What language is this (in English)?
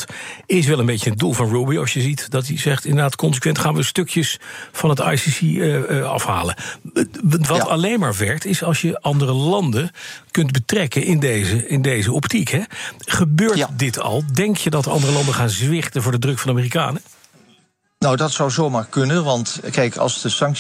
Dutch